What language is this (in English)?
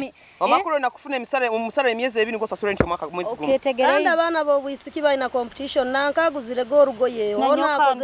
Nyoro